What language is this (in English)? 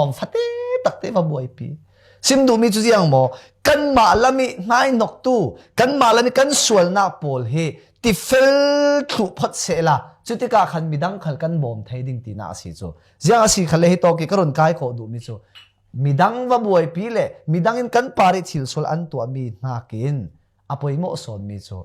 Falam Chin